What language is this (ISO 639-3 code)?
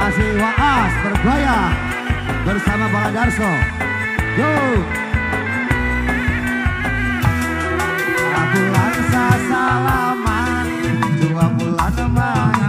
ind